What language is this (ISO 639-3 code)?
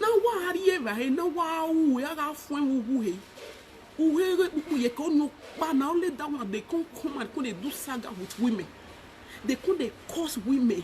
pcm